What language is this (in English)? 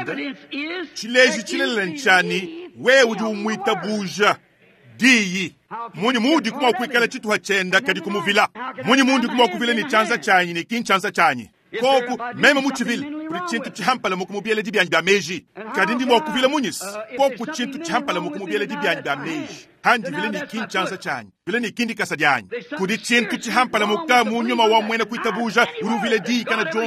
Luba-Lulua